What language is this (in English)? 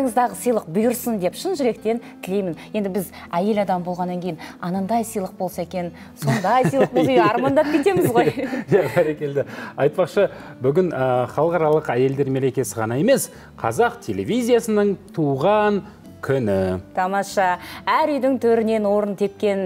Kazakh